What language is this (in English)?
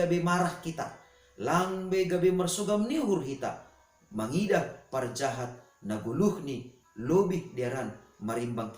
Batak Simalungun